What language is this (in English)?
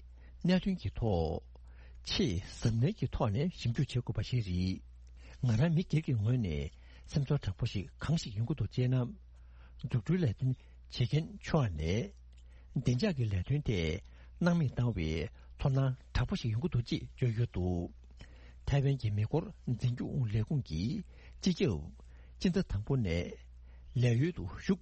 Tibetan